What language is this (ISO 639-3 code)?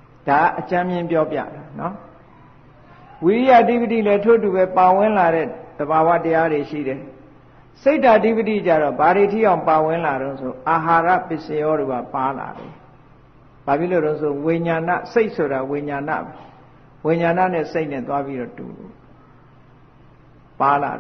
mya